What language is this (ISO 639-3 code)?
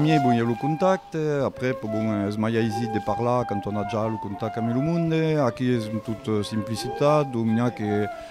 oci